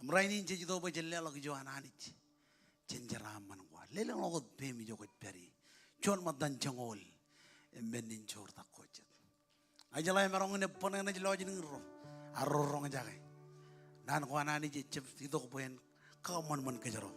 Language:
Marshallese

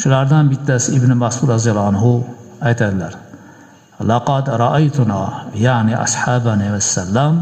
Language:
Uzbek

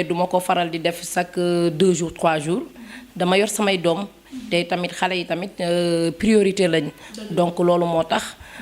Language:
Wolof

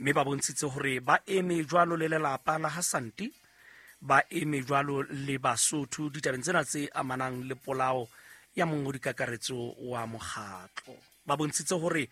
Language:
Southern Sotho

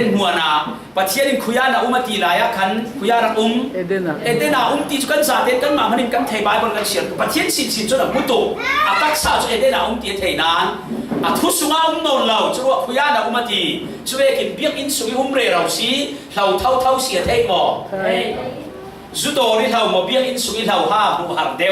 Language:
Falam Chin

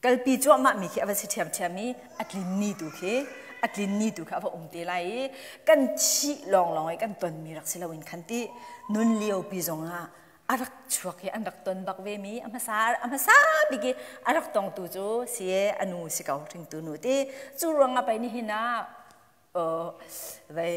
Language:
Hakha Chin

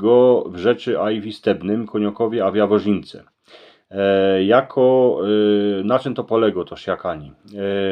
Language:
Silesian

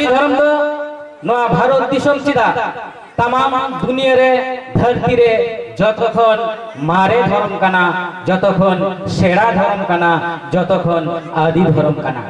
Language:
Santali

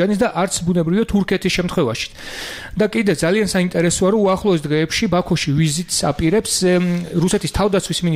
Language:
Georgian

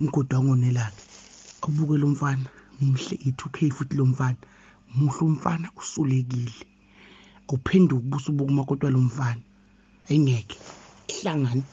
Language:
Zulu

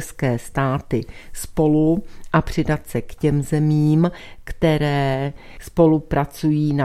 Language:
Czech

